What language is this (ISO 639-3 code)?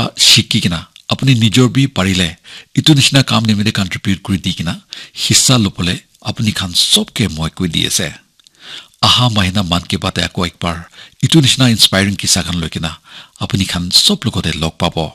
nag